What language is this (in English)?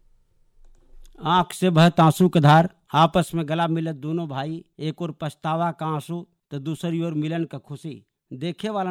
Bhojpuri